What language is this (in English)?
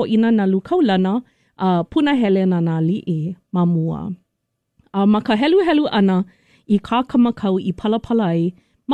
Hawaiian